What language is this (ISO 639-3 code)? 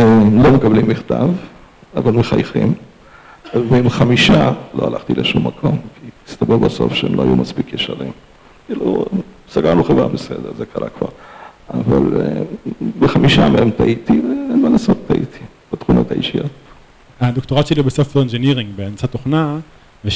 heb